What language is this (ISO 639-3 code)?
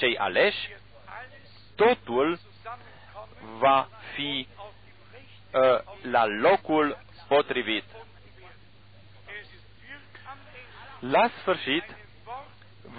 ron